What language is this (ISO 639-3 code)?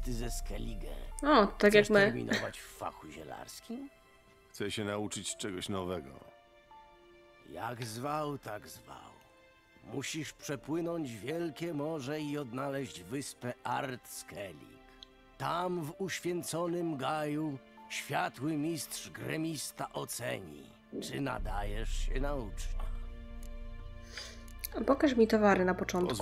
pol